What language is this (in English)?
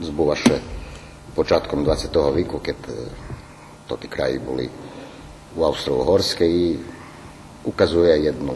Rusyn